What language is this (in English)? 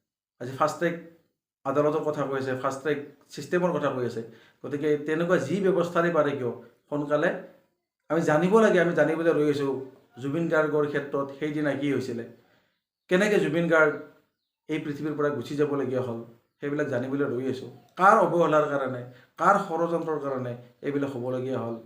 Assamese